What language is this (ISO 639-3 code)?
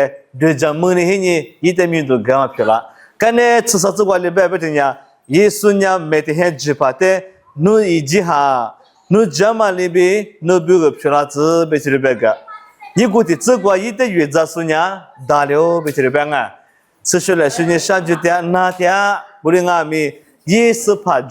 lis